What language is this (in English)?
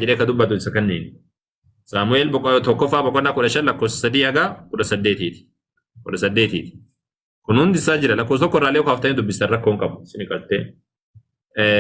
Oromo